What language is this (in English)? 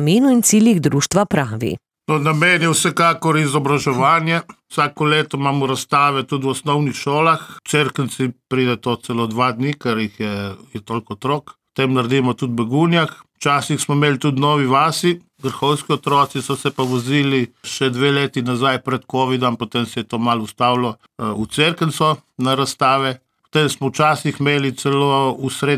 Slovenian